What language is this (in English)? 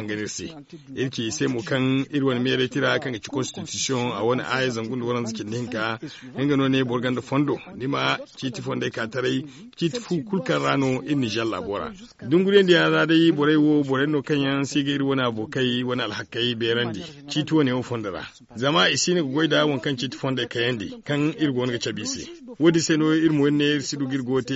Zarma